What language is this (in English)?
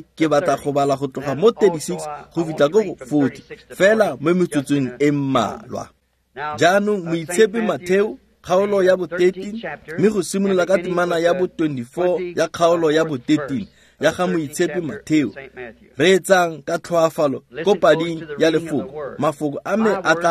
Tswana